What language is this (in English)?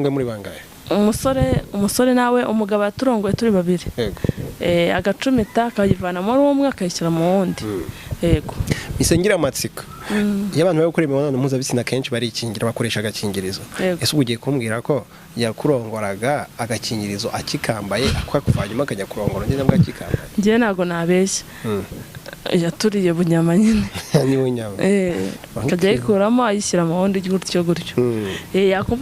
Kinyarwanda